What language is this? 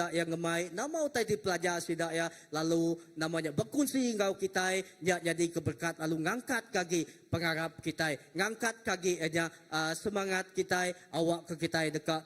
Iban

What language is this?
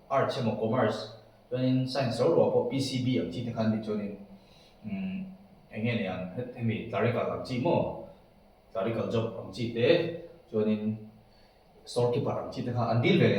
Mizo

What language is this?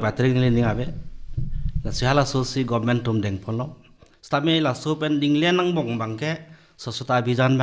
Karbi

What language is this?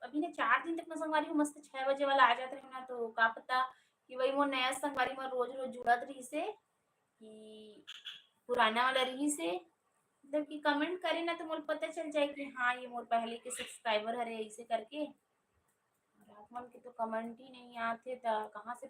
Chhattisgarhi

